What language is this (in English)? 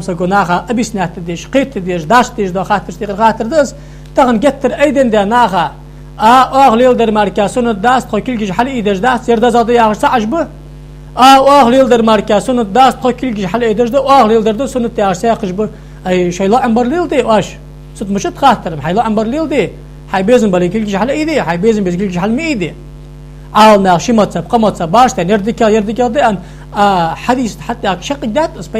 Ingush